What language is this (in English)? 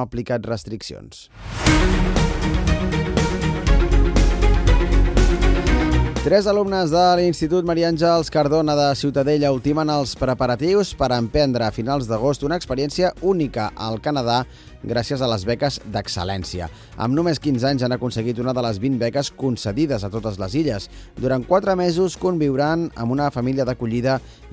Catalan